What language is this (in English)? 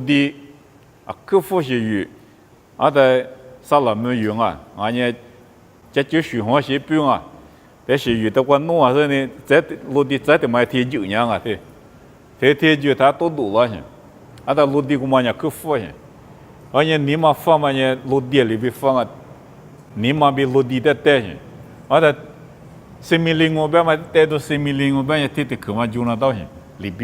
Lisu